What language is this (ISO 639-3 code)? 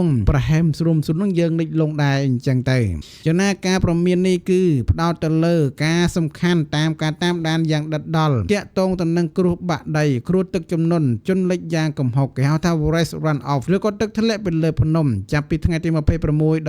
khm